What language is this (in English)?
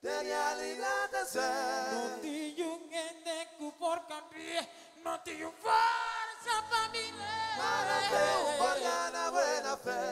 Papiamento